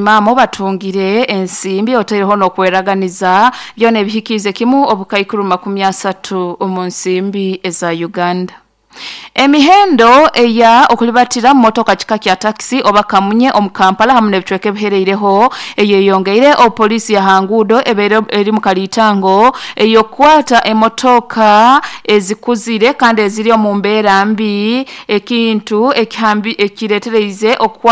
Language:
Nyoro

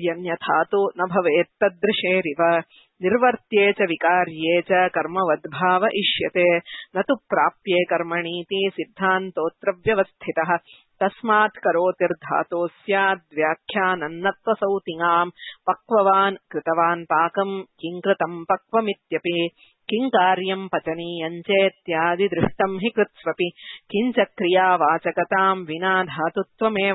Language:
Sanskrit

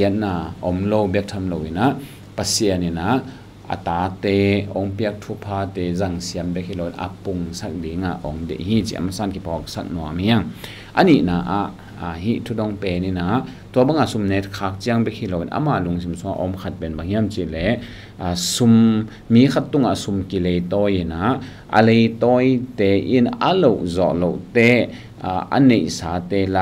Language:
Tedim Chin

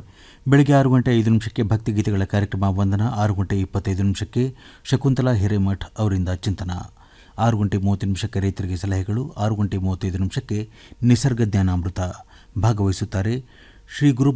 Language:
Kannada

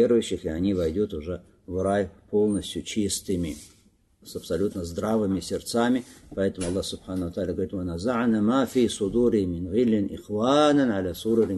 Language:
Russian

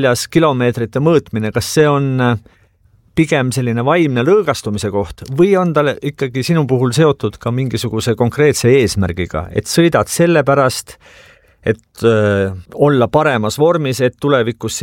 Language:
Estonian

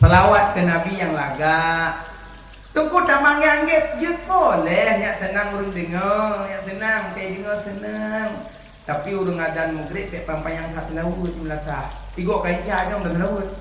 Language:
Achinese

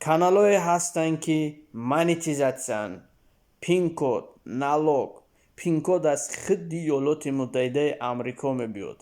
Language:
Tajik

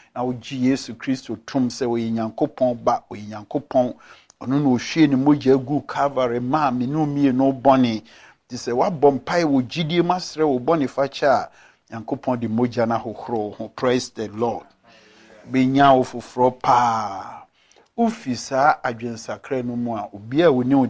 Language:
Akan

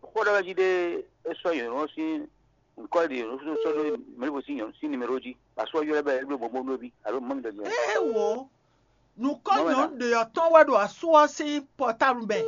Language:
Fon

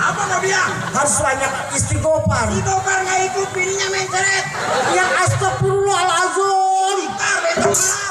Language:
Betawi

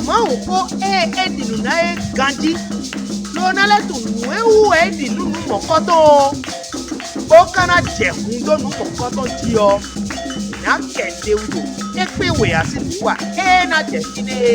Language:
Fon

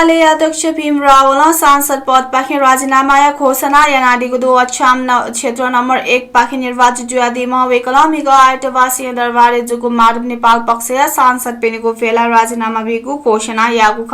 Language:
Newari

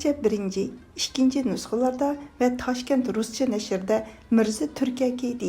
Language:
Uyghur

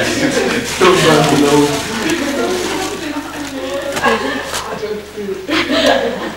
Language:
German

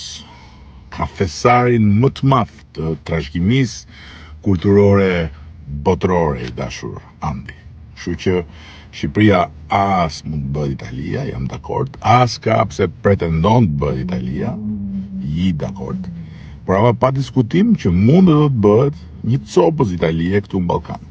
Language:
Albanian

